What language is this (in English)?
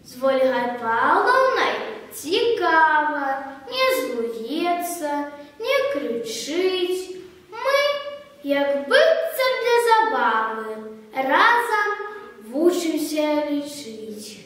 Belarusian